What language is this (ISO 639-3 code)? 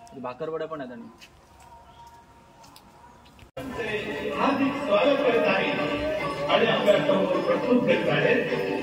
mar